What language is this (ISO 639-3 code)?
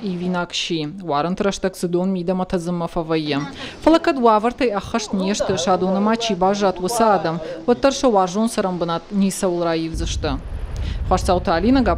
oss